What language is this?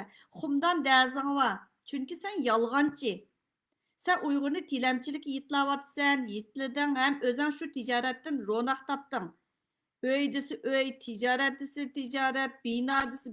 Uyghur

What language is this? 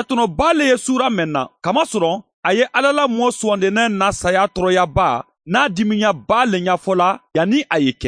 Mandingo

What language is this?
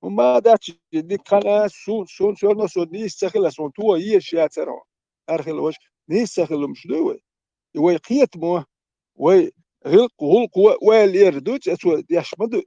Chechen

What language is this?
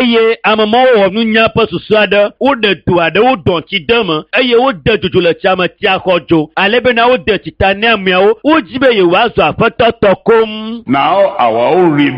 Ewe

